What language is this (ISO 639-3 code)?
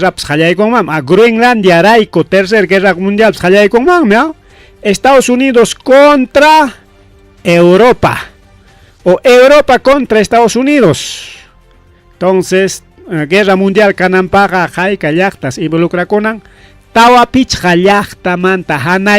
quy